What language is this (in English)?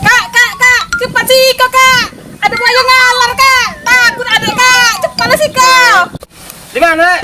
Musi